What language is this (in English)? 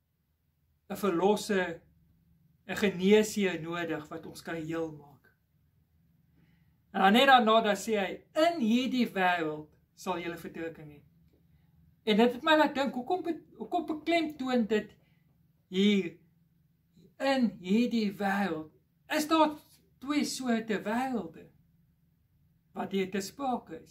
Afrikaans